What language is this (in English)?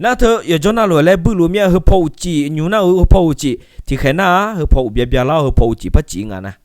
Akha